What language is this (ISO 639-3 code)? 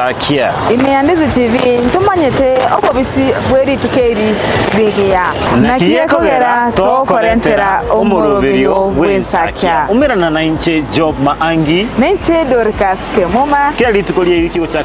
guz